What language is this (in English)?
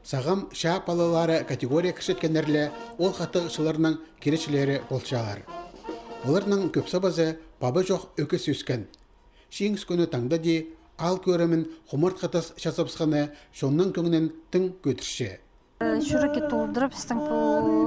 Khakas